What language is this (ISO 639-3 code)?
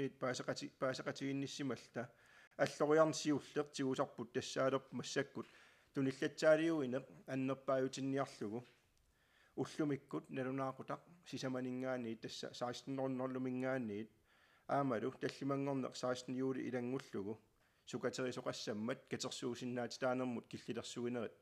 kal